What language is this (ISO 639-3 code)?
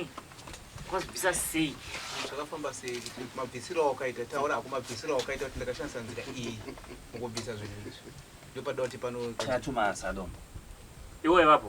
sna